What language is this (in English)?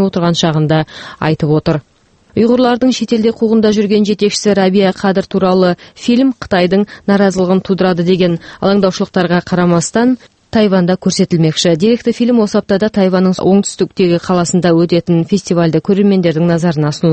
Kazakh